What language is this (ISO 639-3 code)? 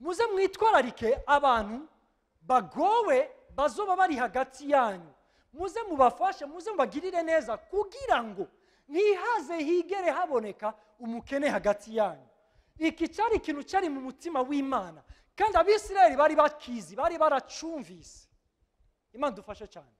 run